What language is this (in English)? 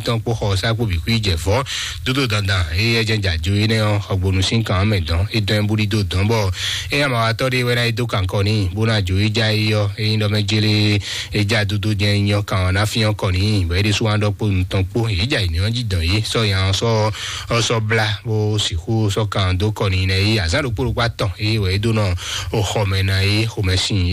Fon